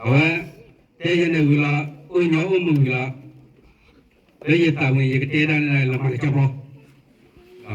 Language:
S'gaw Karen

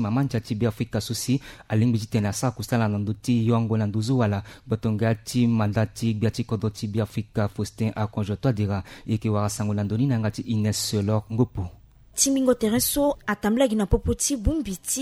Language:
Sango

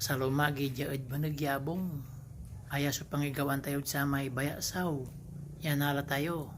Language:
Pangasinan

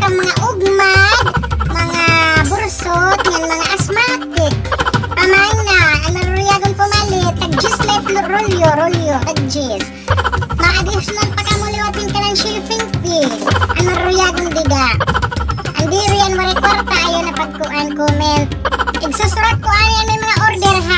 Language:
Waray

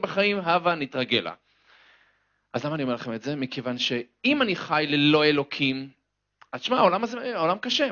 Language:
Hebrew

